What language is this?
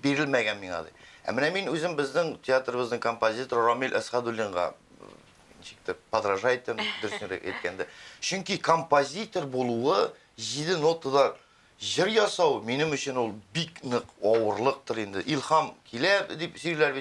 Tatar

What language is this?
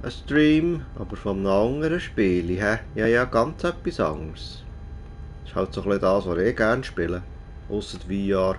Swiss German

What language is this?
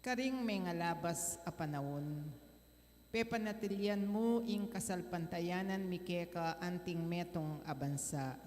Pampanga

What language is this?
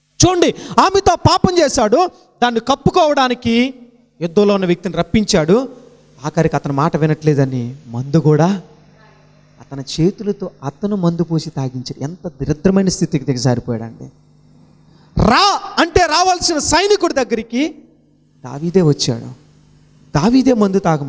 Telugu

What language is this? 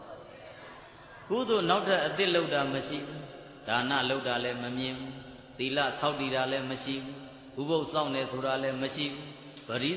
Burmese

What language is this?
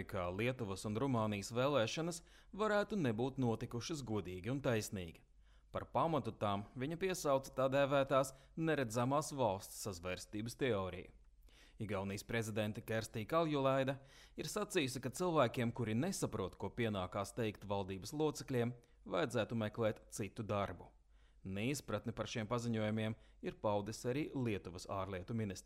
Latvian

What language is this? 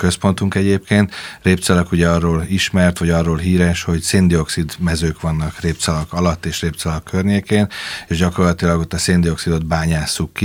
Hungarian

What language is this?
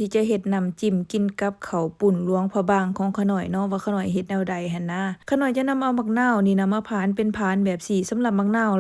Lao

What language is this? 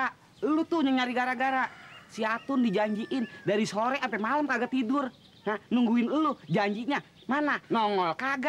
Betawi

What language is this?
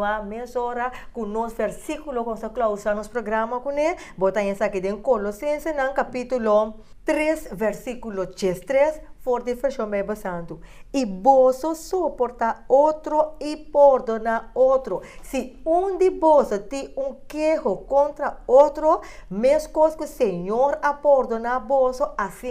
Papiamento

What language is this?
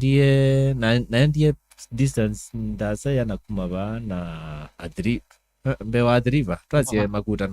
Kamba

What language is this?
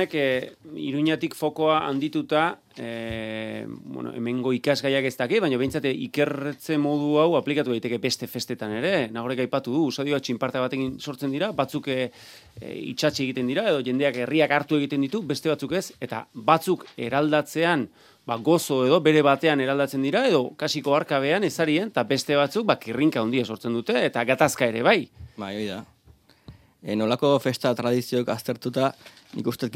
Basque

